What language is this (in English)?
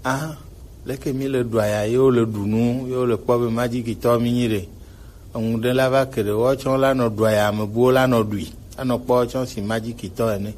Gen